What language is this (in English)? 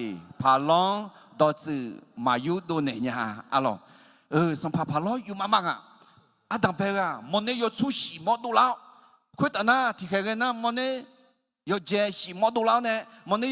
Akha